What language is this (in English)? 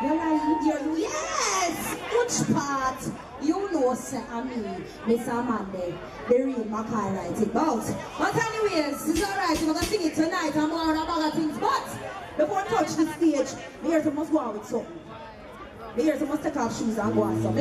Jamaican Creole English